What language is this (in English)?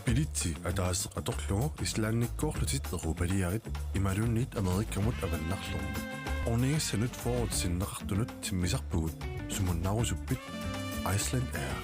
Kalaallisut